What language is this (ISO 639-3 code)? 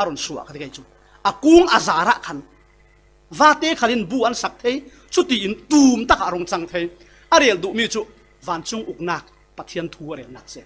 cfm